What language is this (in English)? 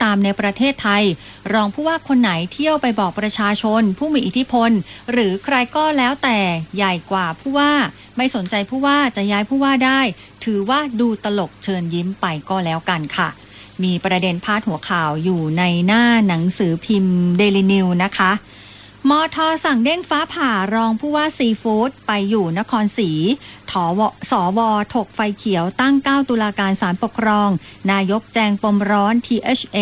Thai